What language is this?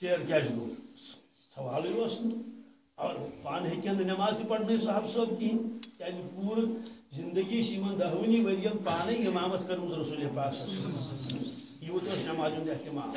Kashmiri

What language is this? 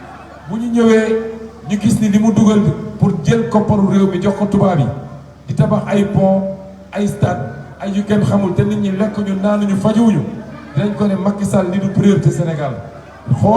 Wolof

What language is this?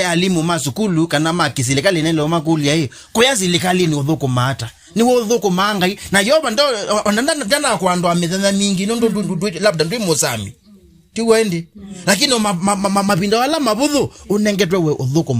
Kamba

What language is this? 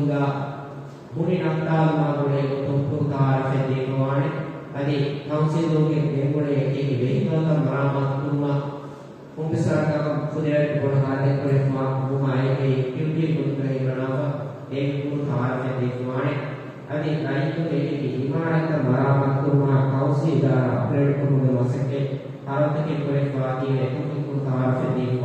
Divehi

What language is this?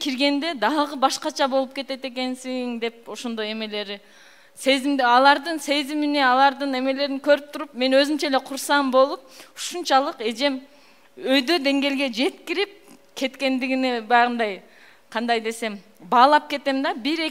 Kyrgyz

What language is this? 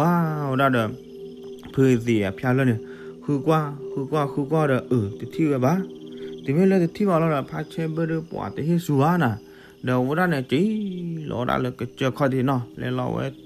S'gaw Karen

